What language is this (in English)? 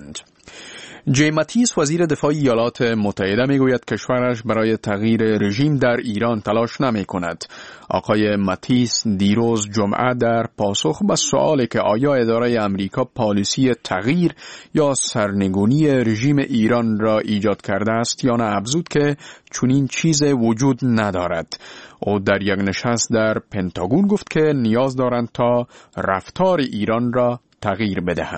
Persian